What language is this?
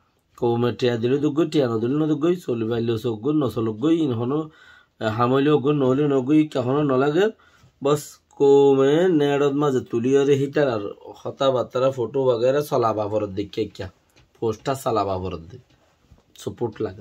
Rohingya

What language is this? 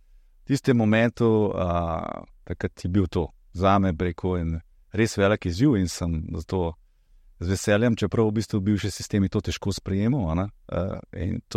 Slovenian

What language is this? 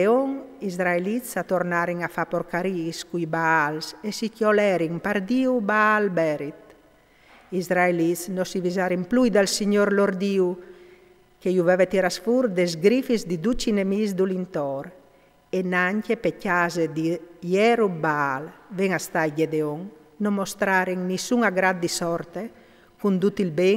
Friulian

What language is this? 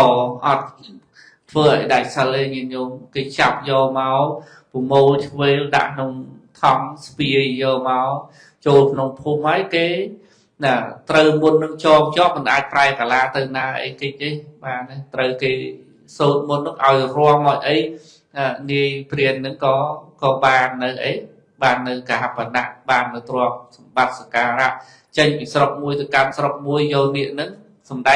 Khmer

